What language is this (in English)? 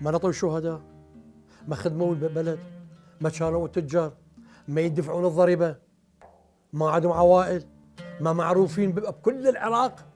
Mesopotamian Arabic